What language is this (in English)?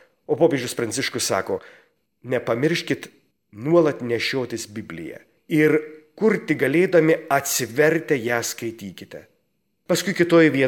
Lithuanian